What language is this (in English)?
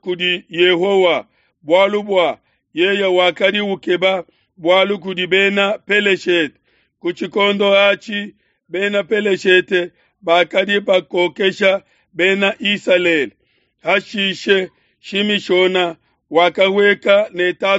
Luba-Lulua